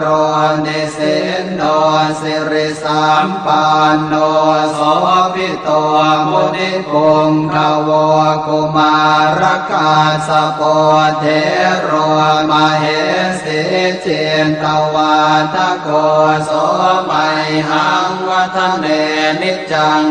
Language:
Pali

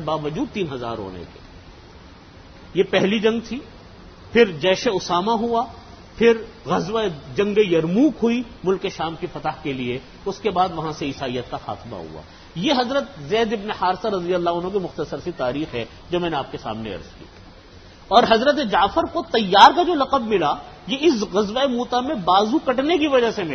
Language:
Urdu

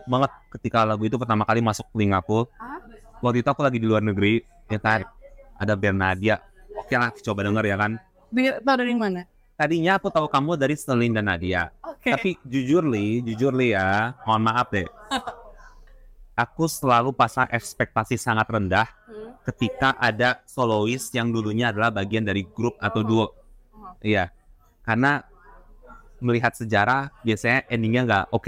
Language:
Indonesian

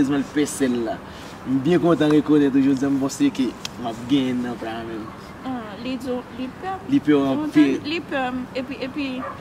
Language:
Haitian Creole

